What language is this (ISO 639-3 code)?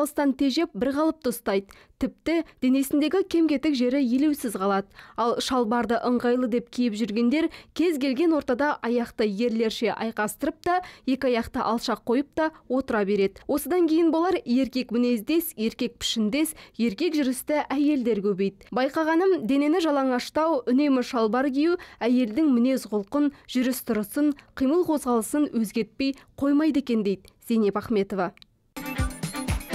kaz